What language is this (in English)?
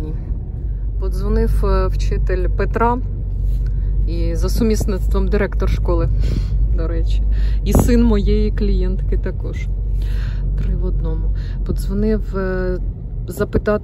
Ukrainian